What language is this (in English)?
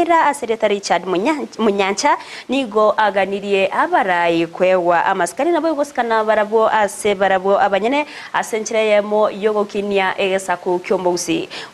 Gusii